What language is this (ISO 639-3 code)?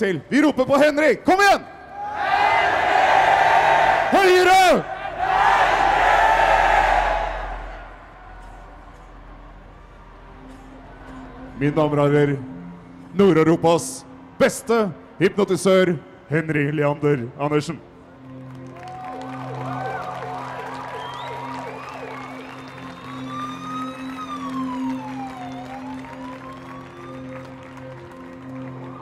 nor